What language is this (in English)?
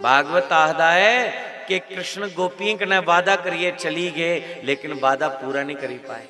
Dogri